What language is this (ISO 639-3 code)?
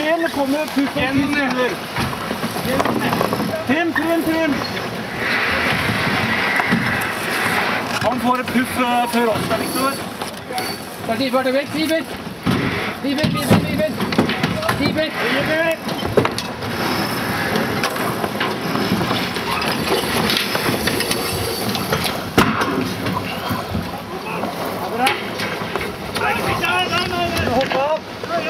nor